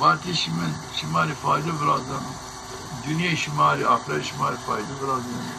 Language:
Zaza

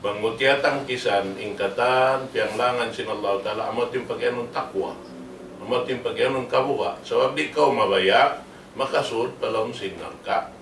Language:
Tausug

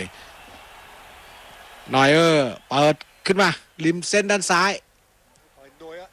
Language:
Thai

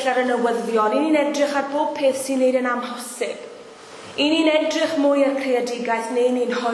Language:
Welsh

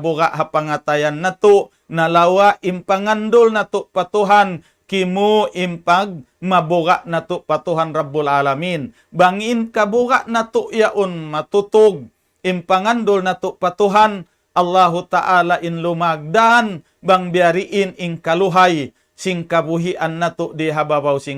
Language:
Tausug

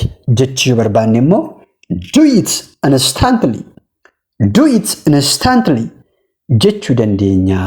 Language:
Oromo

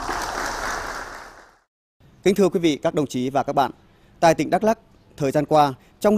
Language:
Vietnamese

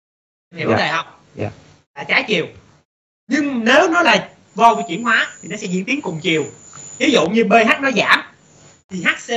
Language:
Vietnamese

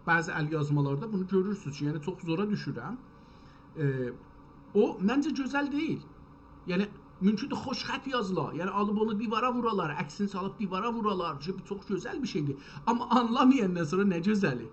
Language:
South Azerbaijani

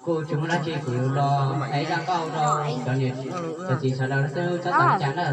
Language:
Hmong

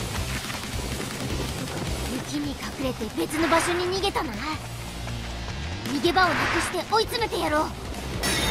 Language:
Japanese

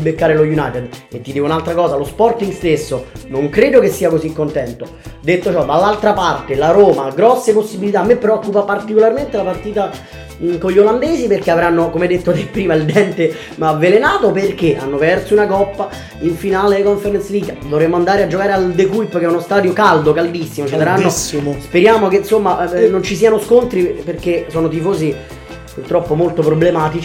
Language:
Italian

